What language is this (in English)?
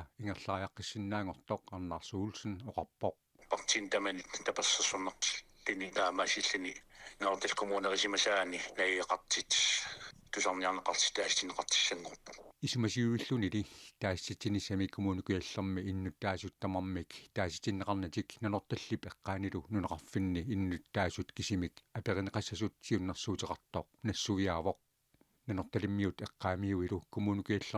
Kalaallisut